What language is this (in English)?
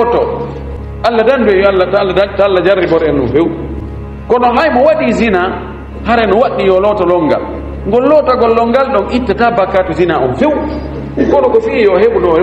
Fula